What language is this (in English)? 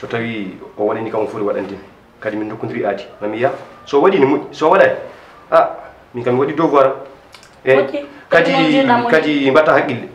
Fula